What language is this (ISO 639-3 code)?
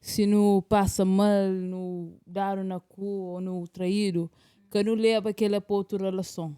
kea